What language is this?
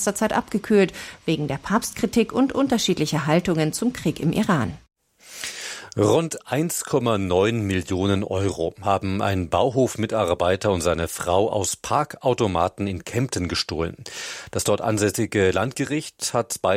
German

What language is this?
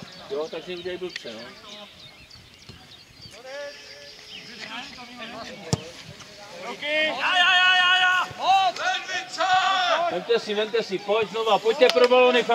Czech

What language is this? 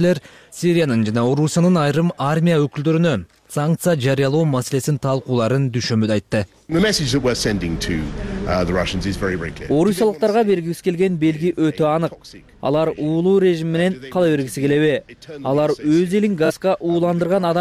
Kyrgyz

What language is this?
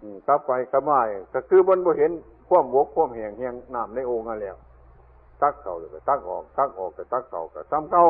Northeastern Thai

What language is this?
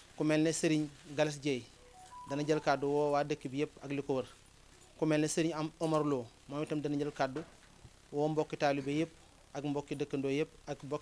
Wolof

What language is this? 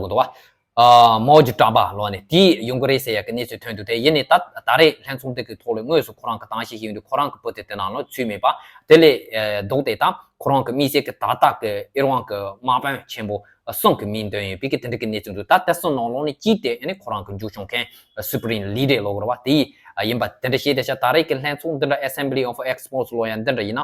Tibetan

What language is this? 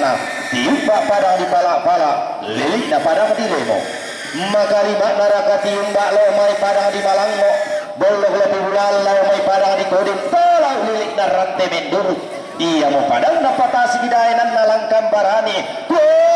Toraja-Sa'dan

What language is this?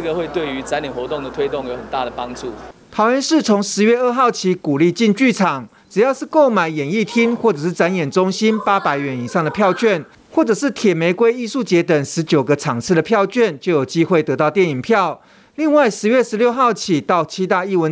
Chinese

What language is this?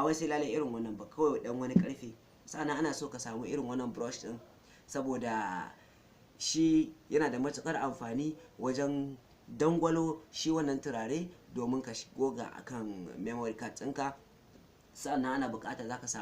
Hausa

